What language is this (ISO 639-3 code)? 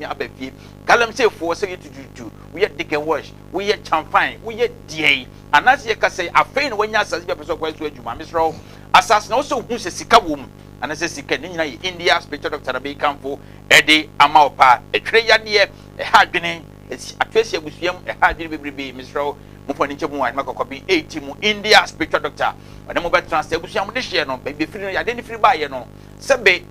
aka